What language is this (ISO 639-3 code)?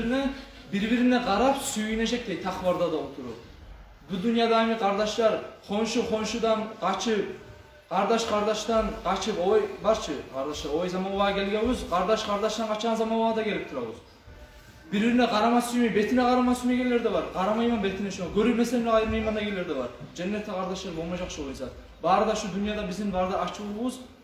kum